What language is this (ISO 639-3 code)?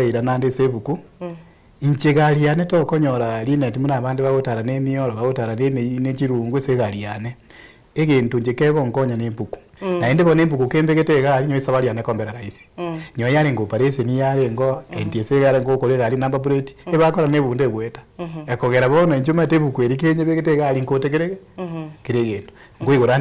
guz